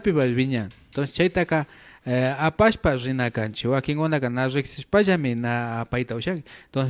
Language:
Imbabura Highland Quichua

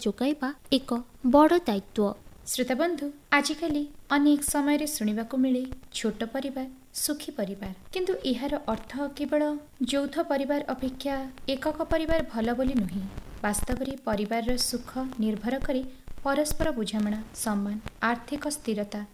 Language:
Odia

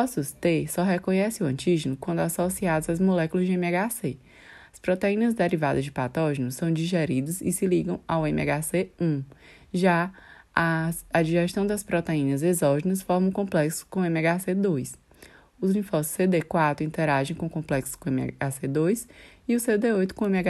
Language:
Portuguese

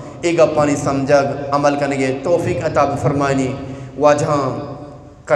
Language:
Eastern Balochi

